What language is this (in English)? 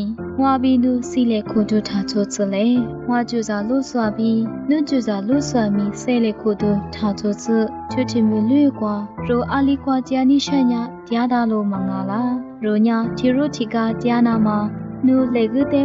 Lisu